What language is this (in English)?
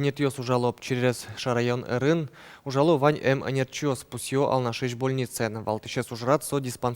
Udmurt